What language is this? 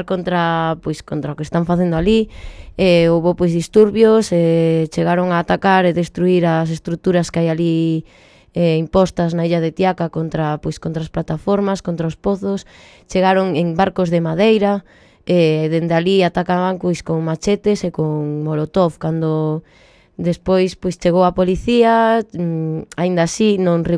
Galician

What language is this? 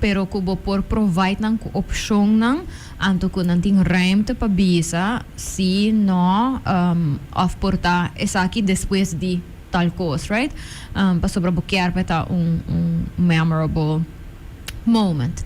Papiamento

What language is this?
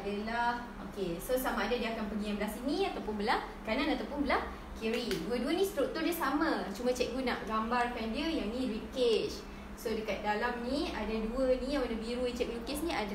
Malay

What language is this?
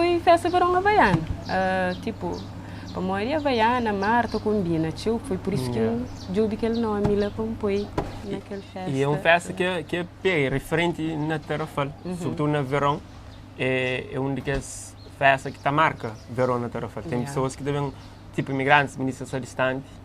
Kabuverdianu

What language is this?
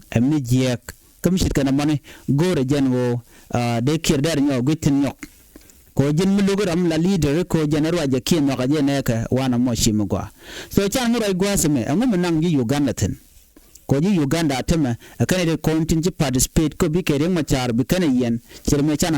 Nuer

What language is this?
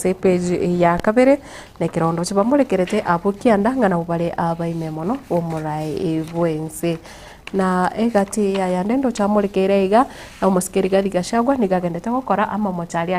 Gusii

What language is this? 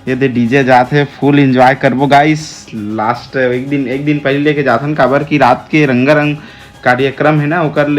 Chhattisgarhi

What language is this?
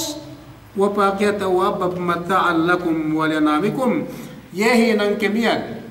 Yakan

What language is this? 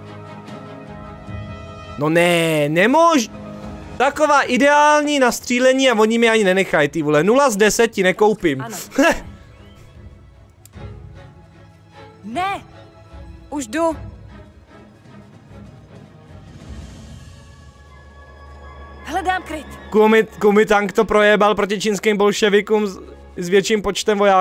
Czech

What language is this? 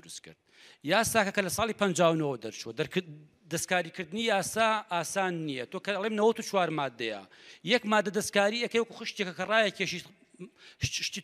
Central Kurdish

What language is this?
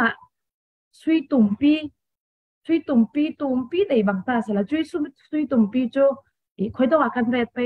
Falam Chin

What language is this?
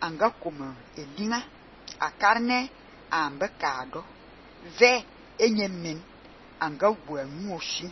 Fang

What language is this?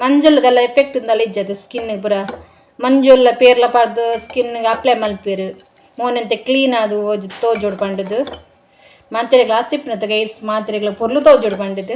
Tulu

